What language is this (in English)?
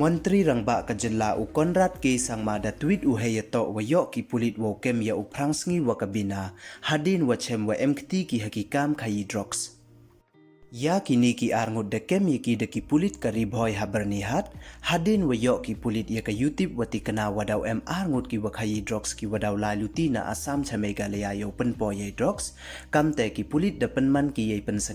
Pnar